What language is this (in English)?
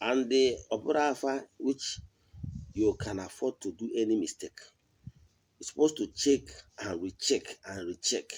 Igbo